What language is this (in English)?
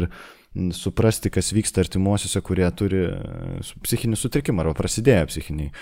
Lithuanian